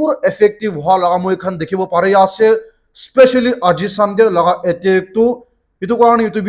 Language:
Naga Pidgin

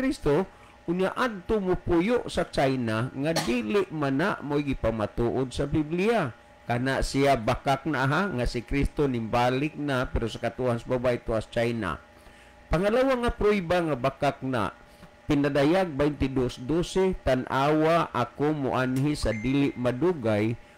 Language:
Cebuano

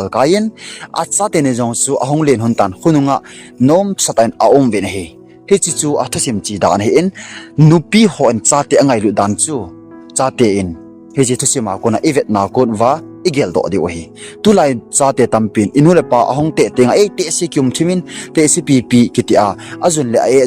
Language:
Thado Chin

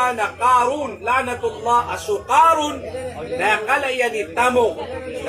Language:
Maranao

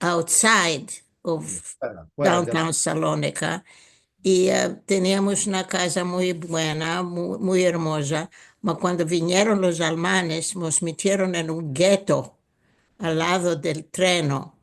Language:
Ladino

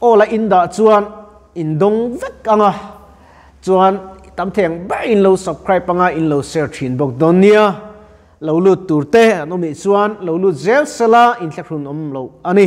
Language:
Mizo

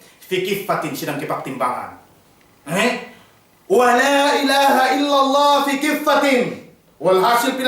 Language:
Yakan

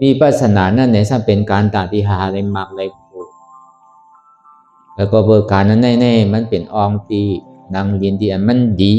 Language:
Shan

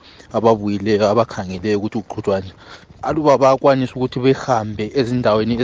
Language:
North Ndebele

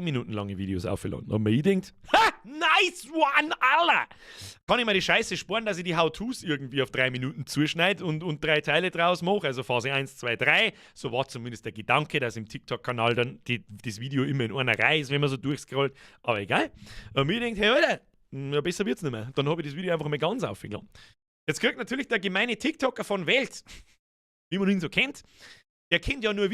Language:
Bavarian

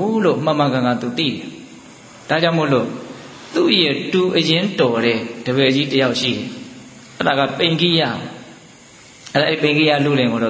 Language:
Burmese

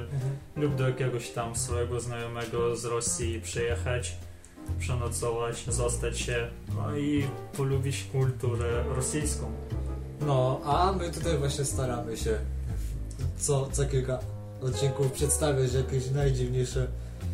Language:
Polish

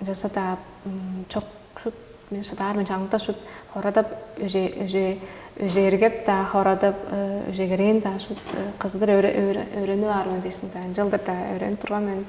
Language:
Tuvinian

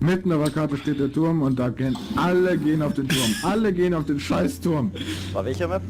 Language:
Swiss German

